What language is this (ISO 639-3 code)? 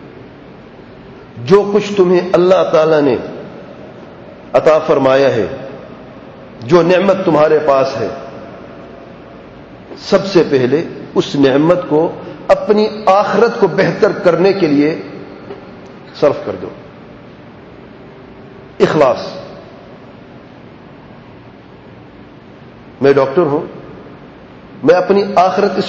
urd